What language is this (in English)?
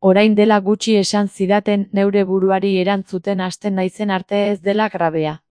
Basque